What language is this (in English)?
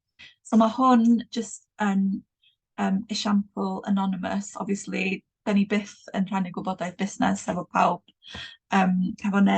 Welsh